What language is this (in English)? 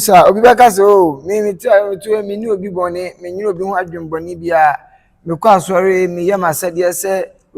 Akan